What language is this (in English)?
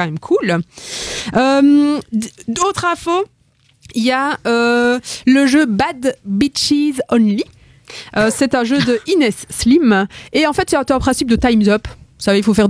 French